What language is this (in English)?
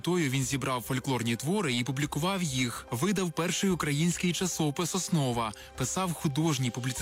Ukrainian